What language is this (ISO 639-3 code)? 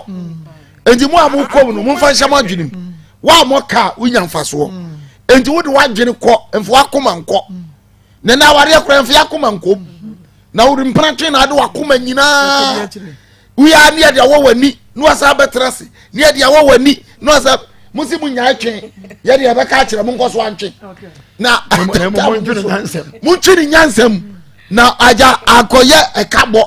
aka